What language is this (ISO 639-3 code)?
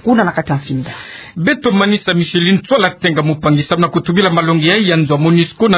ktu